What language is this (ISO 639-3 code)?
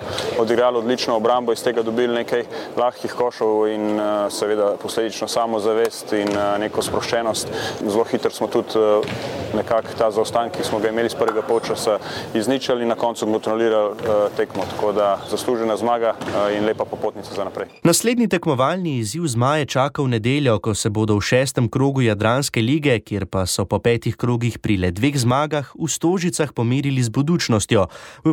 slv